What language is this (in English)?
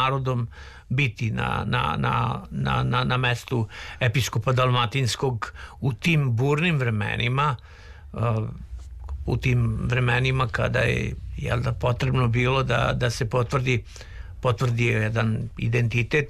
Serbian